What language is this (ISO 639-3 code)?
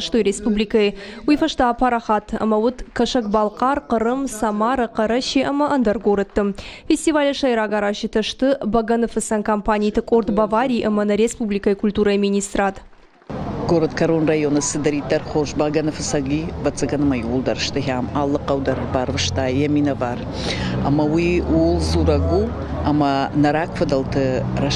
oss